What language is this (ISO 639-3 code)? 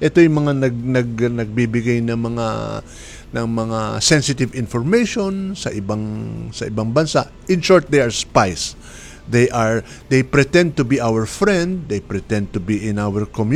fil